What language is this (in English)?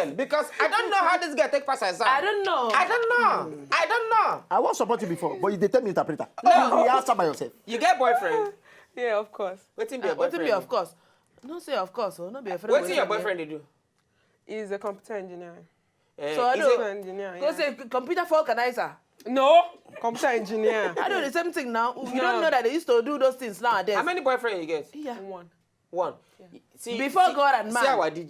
Nigerian Pidgin